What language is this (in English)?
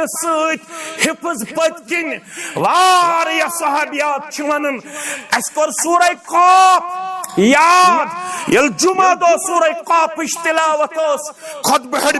Kashmiri